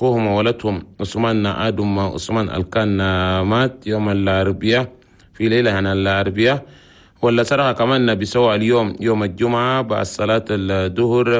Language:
Chadian Arabic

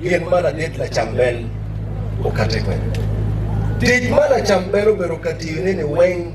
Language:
Acoli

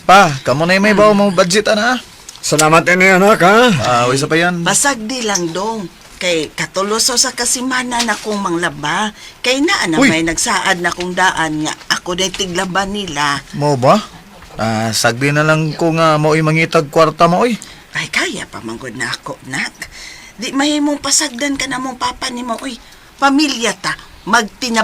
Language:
Cebuano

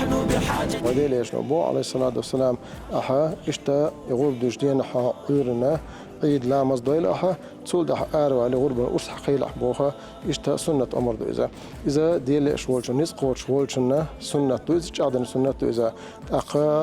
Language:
Chechen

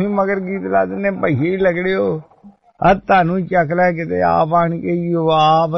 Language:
Punjabi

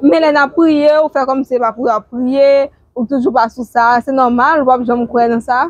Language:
Haitian Creole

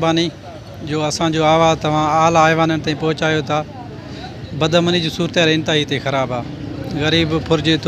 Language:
Sindhi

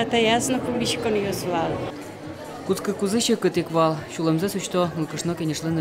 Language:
Udmurt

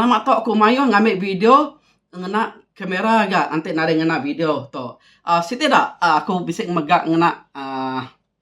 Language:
Iban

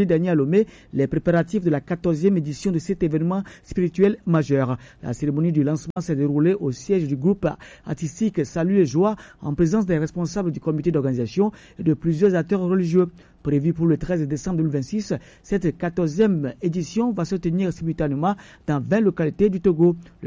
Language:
French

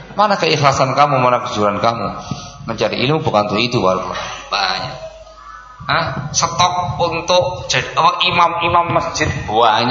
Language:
Indonesian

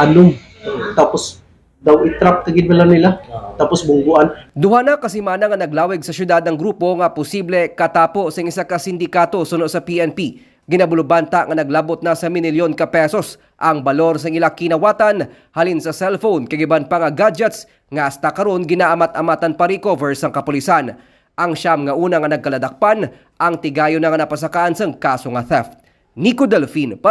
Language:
Hiligaynon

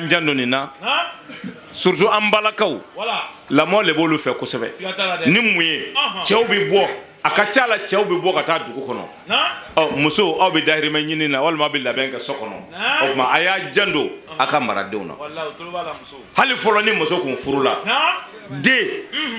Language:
Bambara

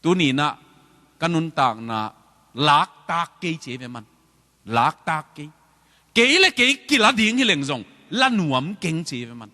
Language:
Tedim Chin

